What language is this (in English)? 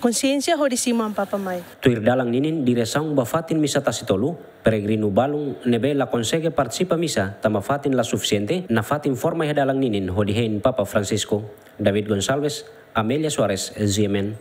Tetum